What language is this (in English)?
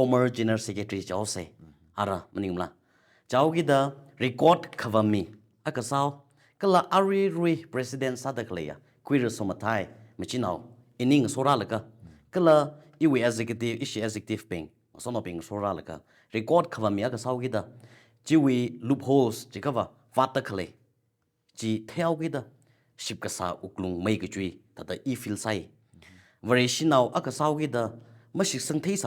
Tangkhul Naga (India)